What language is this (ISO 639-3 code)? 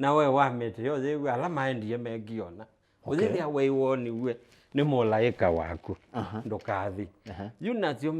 kam